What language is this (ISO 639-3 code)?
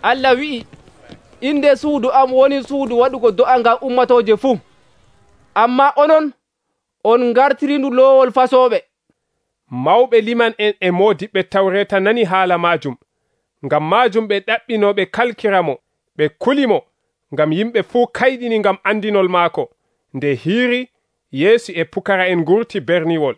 fuv